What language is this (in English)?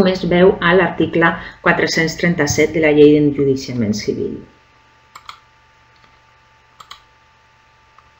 Catalan